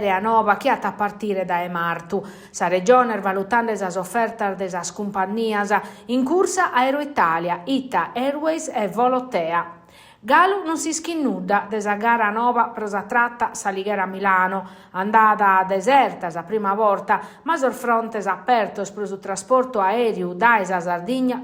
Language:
Sardinian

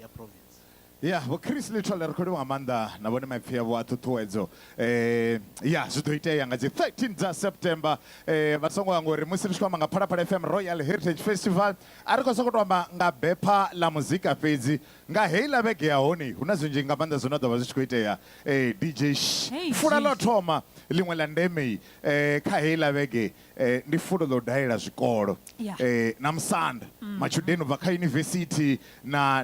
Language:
Venda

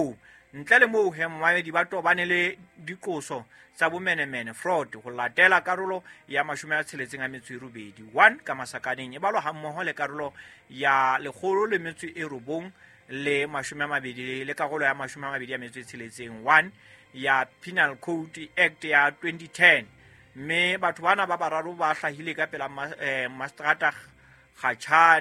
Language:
Southern Sotho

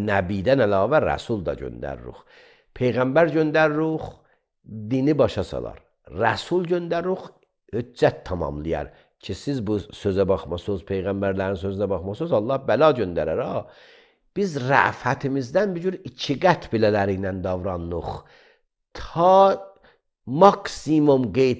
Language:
Azerbaijani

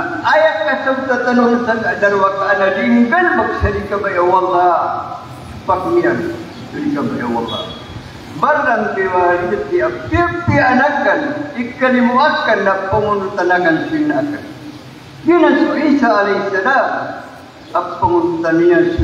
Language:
Maranao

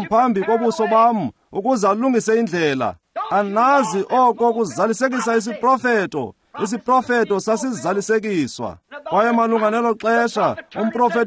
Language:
Xhosa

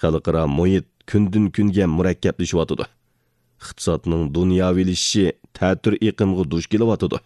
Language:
Uyghur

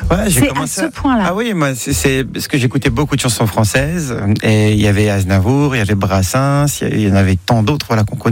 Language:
French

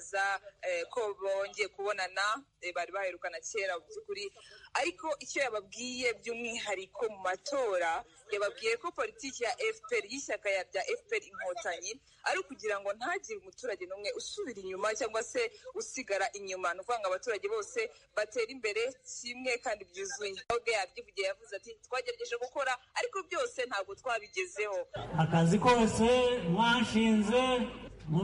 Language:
Kinyarwanda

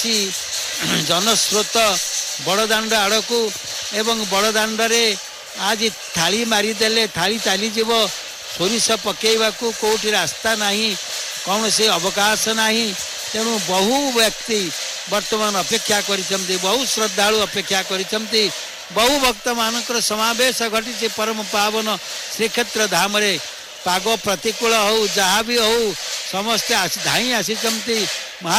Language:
Odia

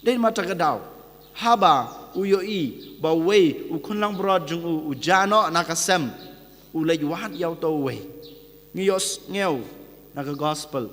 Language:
Khasi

